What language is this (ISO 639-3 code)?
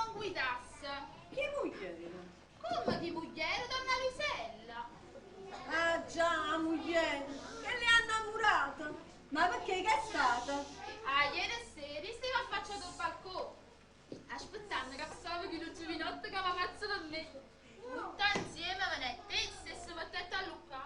nap